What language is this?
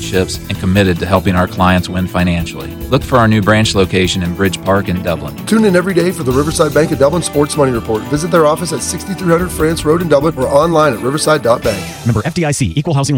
English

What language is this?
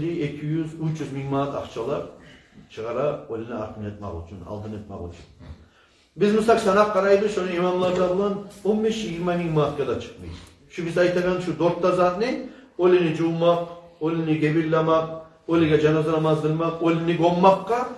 Kumyk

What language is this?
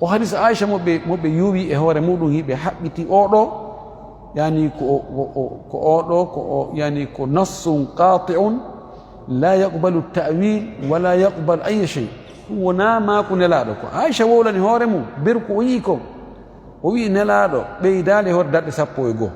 Fula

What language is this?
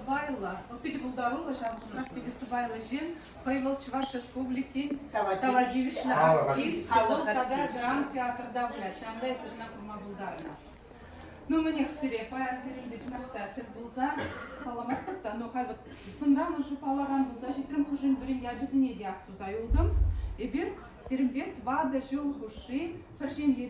Chuvash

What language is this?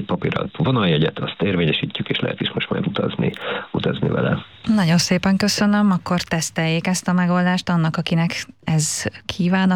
Hungarian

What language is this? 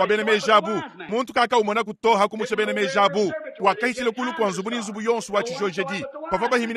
Luba-Lulua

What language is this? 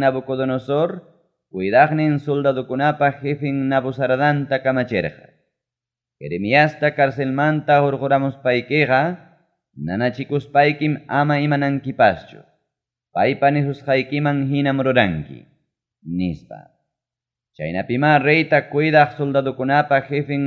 Ayacucho Quechua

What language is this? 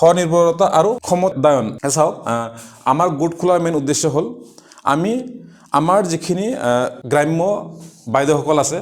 Assamese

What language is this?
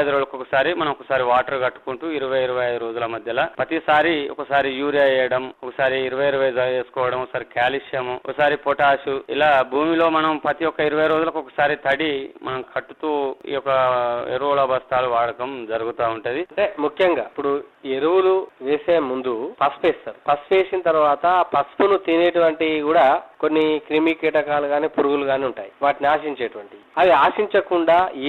Telugu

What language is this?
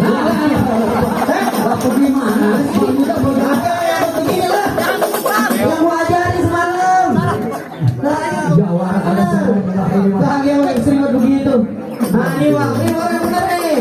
Betawi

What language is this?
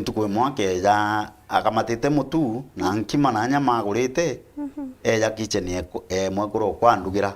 Meru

